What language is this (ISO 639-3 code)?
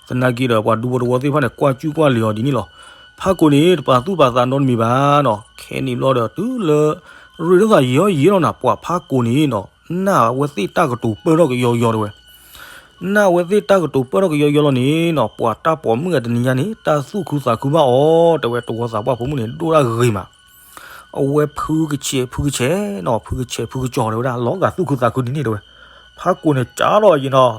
ksw